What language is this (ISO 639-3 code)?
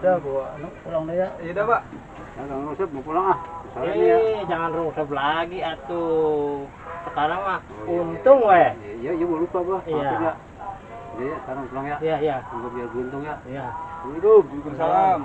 bew